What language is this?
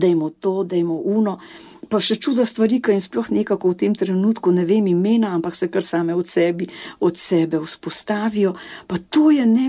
Slovenian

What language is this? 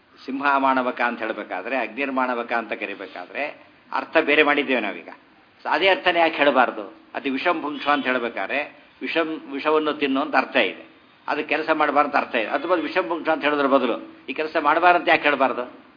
Kannada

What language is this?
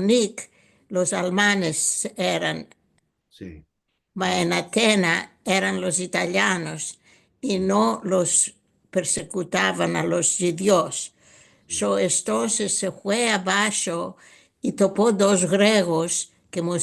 Ladino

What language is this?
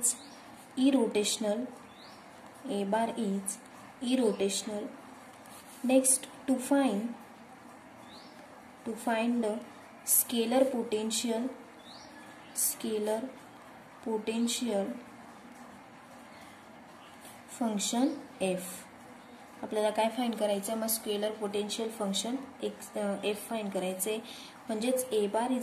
Marathi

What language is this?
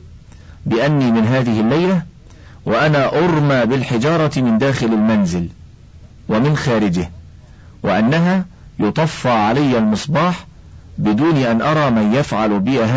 Arabic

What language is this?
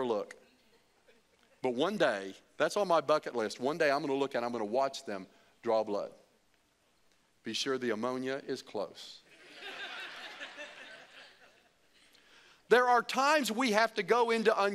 English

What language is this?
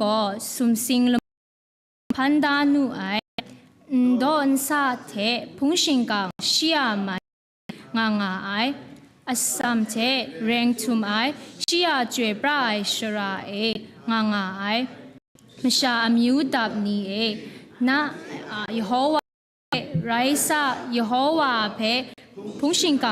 Kachin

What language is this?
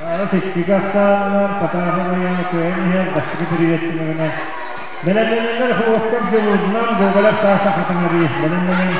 Yakut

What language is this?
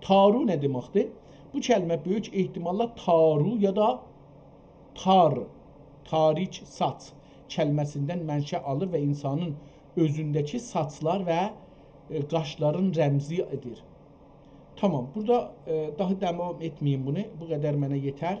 South Azerbaijani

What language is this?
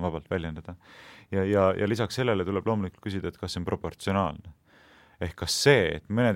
Estonian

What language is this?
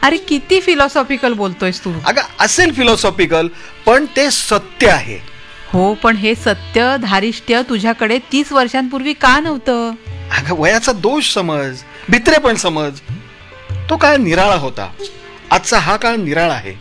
Marathi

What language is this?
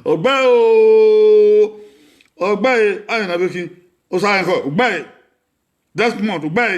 Bini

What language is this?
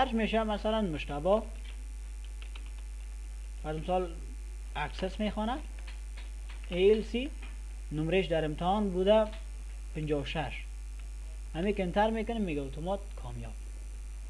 Persian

